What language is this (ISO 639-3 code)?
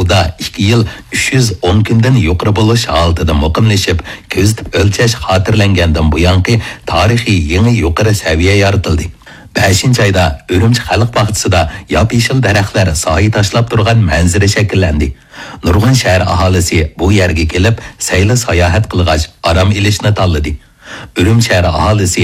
uig